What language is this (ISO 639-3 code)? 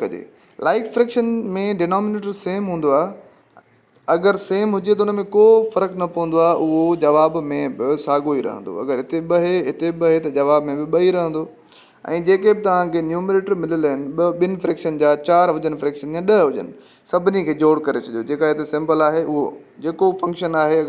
snd